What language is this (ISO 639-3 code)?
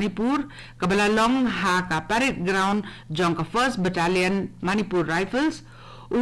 kha